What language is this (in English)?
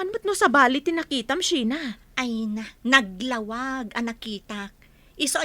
Iloko